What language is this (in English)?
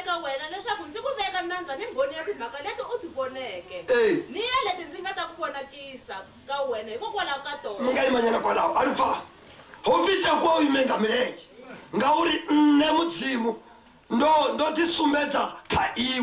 Venda